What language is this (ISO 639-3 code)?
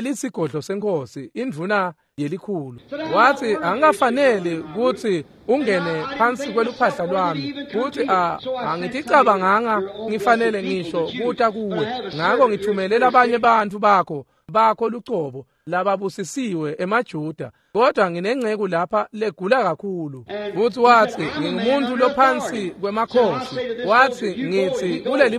ssw